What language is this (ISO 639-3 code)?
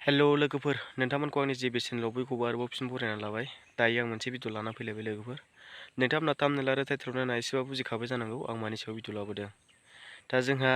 brx